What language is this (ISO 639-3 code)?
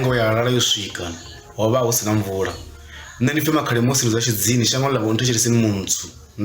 ven